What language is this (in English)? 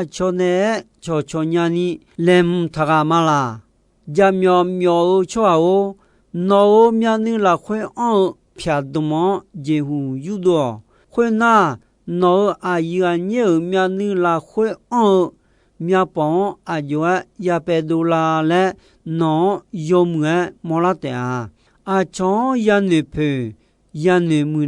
Akha